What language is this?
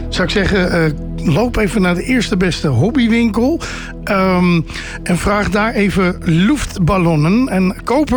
Dutch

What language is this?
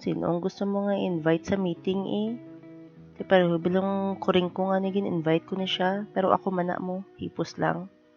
Hiligaynon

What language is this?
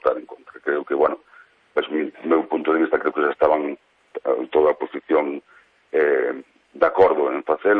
Galician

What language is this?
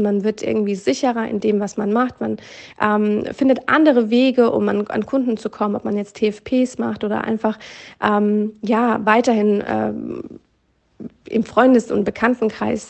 German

